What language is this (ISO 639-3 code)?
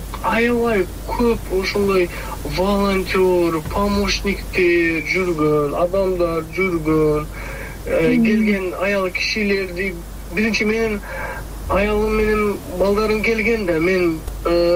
kir